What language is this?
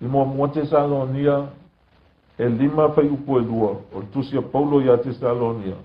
Samoan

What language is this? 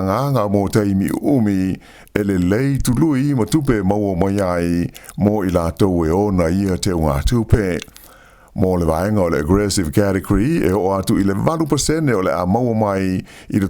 Samoan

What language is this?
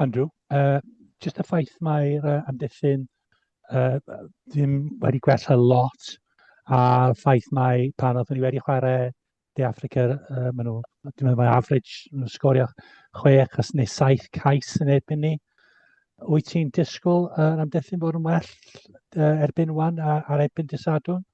Welsh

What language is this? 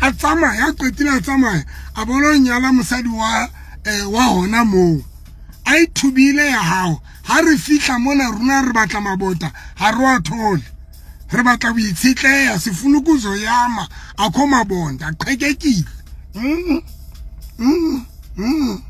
Southern Sotho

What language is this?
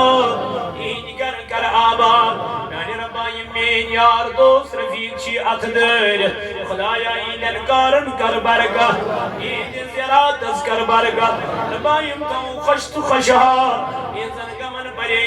Kashmiri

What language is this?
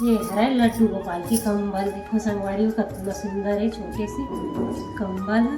Chhattisgarhi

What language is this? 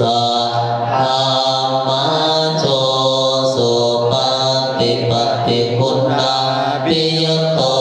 Pali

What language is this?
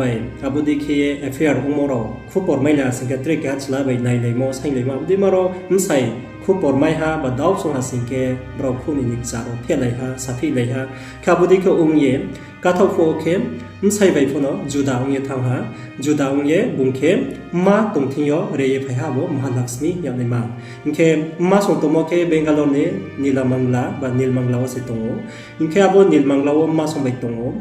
Riang (India)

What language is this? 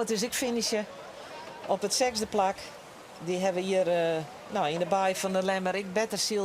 Western Frisian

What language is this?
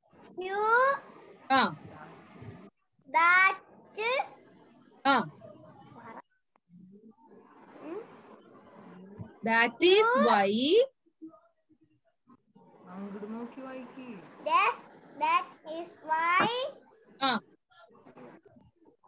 Malayalam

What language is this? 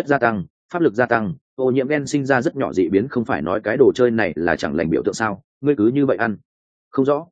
Vietnamese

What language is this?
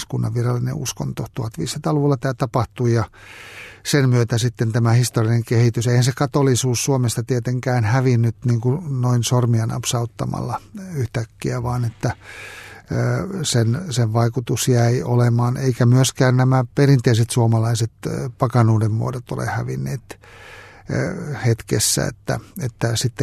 Finnish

